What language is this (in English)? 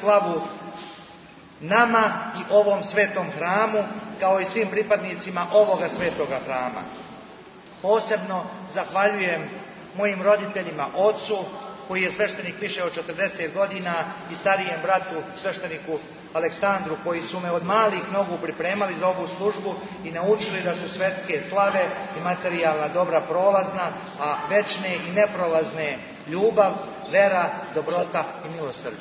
Serbian